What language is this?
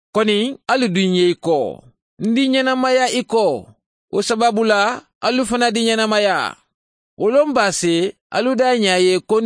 Mandingo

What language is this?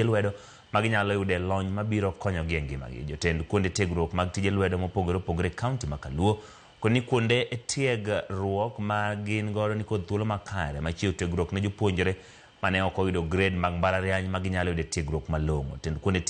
Luo (Kenya and Tanzania)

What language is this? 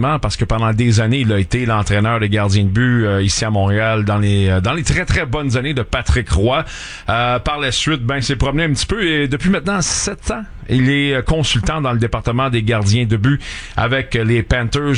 French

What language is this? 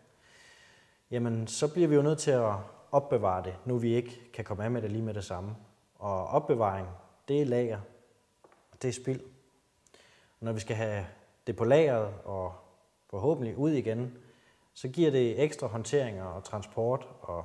Danish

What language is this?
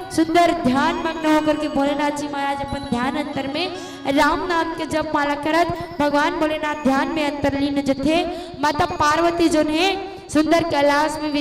Chhattisgarhi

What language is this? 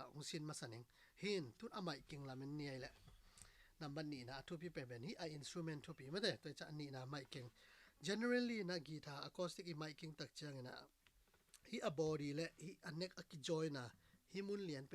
Tedim Chin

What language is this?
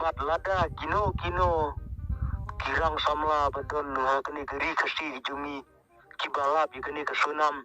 Khasi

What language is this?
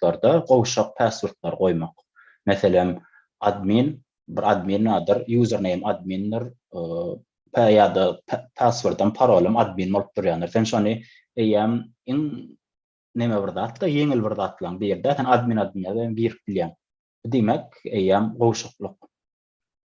Turkmen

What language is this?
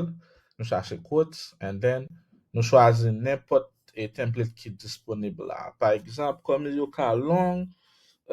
Haitian Creole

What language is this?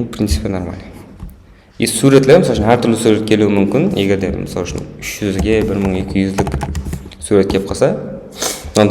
Kara-Kalpak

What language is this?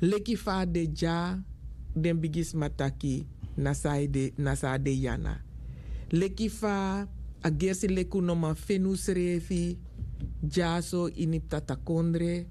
Sranan Tongo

